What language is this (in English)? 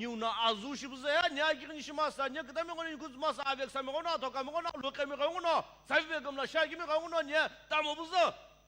Sumi Naga